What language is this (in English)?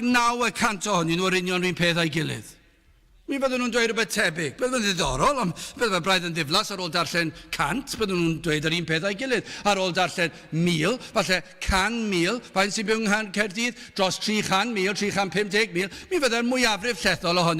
Welsh